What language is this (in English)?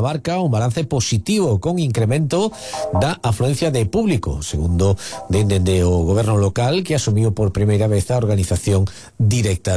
Galician